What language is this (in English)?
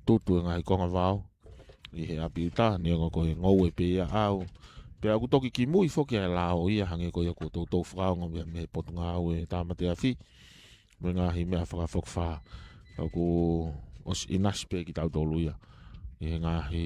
Tongan